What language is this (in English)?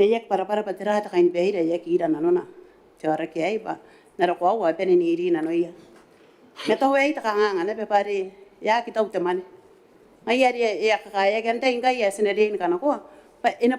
Gilbertese